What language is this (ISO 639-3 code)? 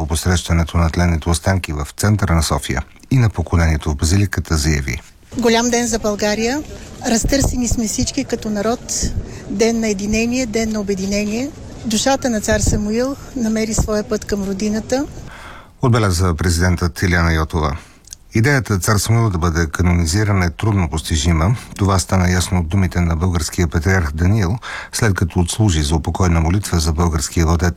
bul